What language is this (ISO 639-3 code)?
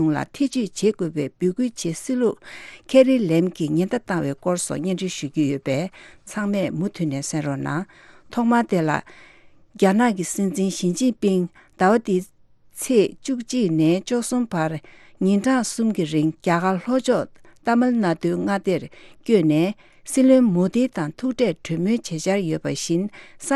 bod